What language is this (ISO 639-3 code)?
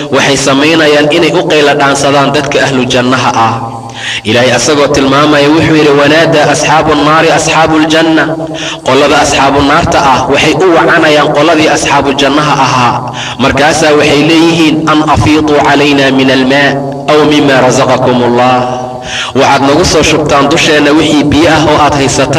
som